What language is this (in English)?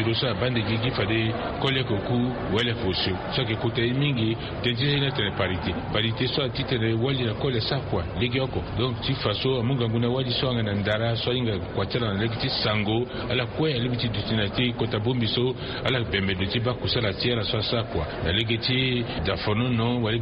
Sango